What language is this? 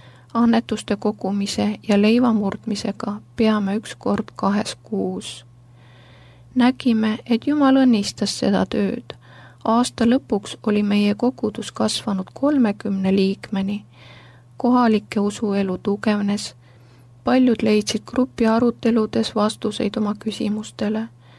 Estonian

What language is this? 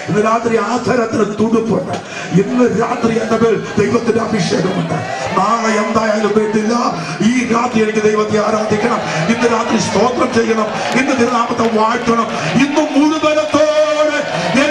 Malayalam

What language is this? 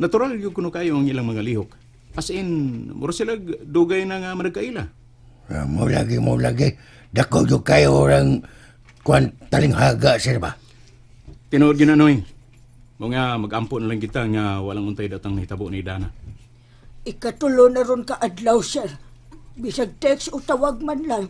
Cebuano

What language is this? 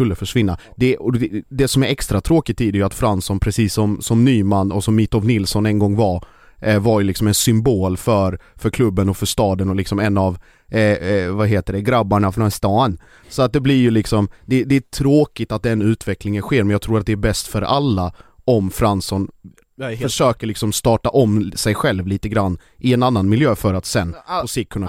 Swedish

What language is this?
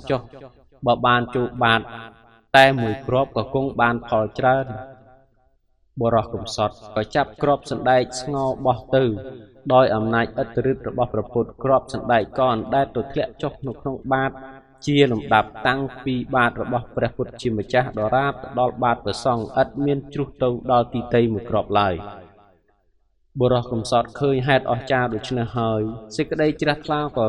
Khmer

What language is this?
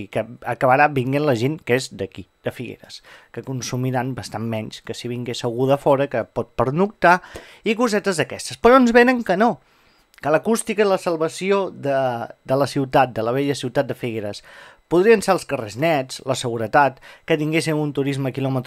Catalan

